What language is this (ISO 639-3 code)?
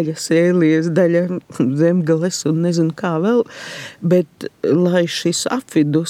lav